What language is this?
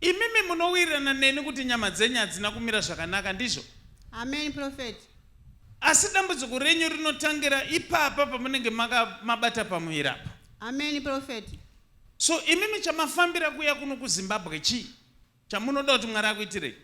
Shona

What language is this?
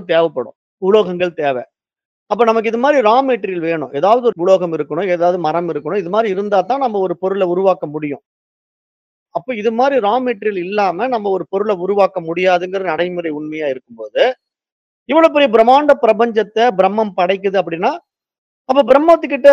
Tamil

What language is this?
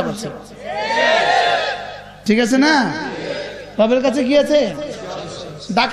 Bangla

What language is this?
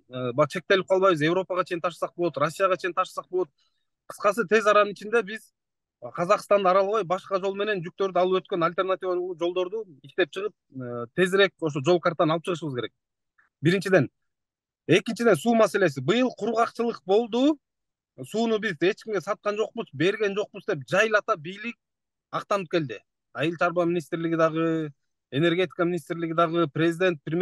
Kyrgyz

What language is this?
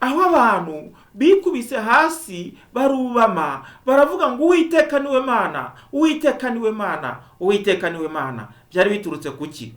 Kinyarwanda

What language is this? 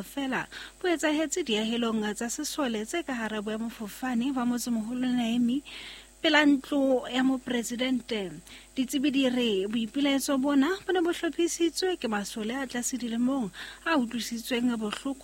Southern Sotho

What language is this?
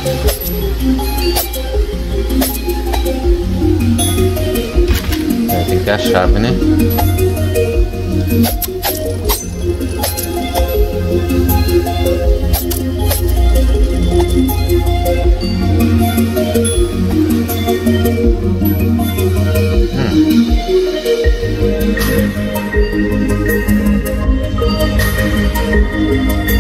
Portuguese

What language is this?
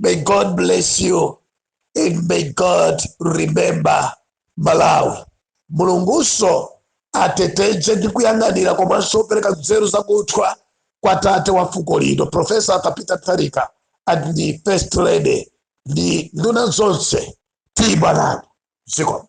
Nyanja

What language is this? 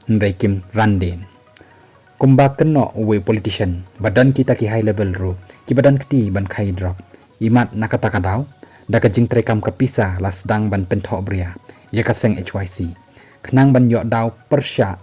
Khasi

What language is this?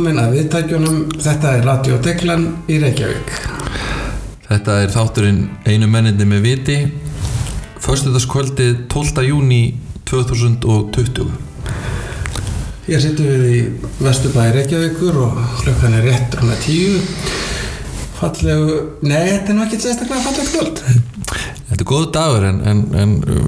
Icelandic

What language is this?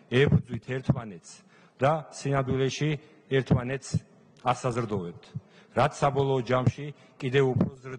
Georgian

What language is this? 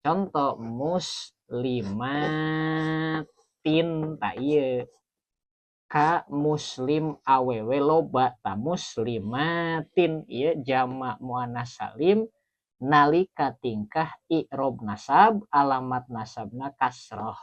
Sundanese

